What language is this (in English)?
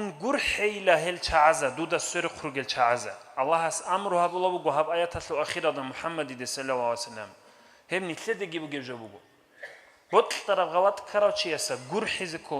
Avaric